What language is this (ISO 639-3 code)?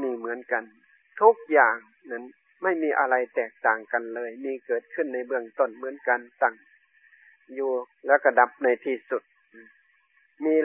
tha